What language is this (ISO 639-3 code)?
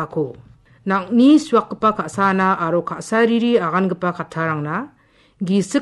grt